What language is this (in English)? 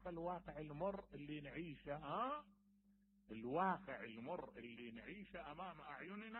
Mesopotamian Arabic